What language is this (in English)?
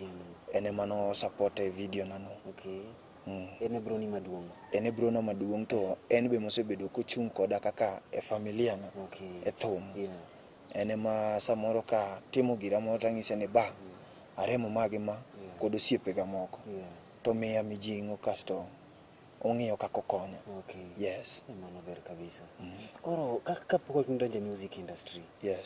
Luo (Kenya and Tanzania)